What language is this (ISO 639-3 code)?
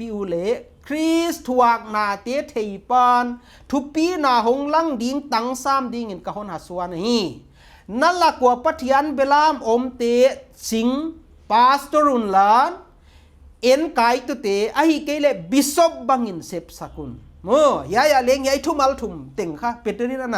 pck